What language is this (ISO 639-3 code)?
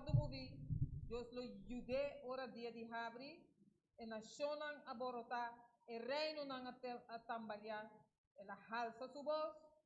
pap